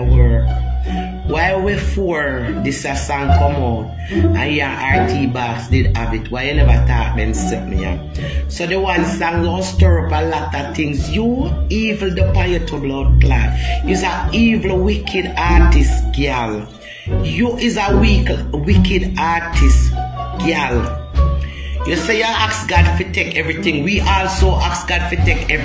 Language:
Jamaican Creole English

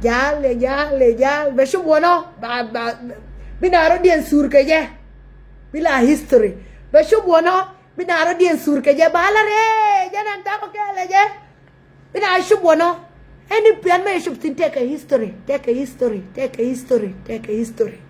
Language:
Nuer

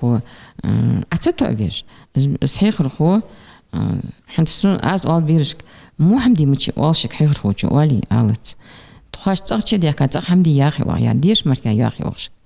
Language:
Ingush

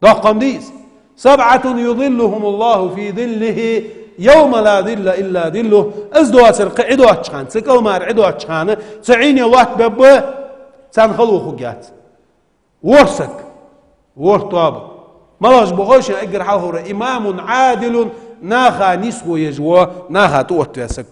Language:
Ingush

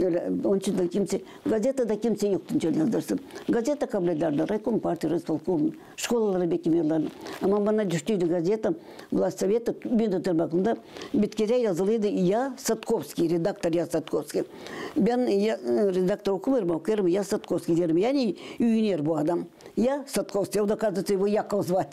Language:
Gagauz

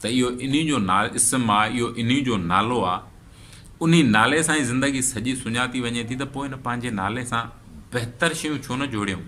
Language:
Sindhi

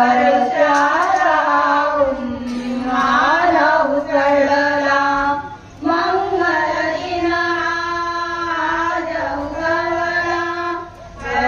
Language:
Marathi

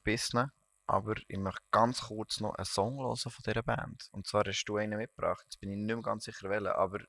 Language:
Swiss German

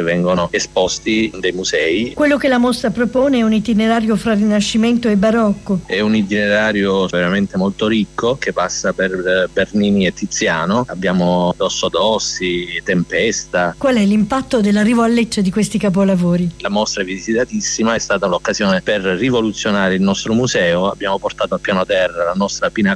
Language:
Italian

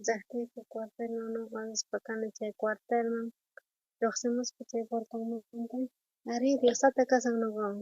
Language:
South Bolivian Quechua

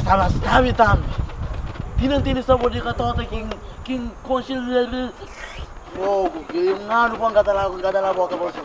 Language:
Kabuverdianu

